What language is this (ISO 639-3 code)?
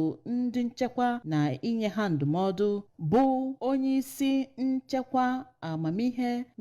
ibo